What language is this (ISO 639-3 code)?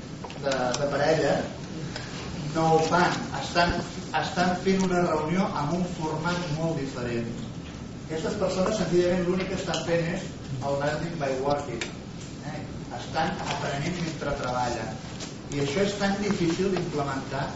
cat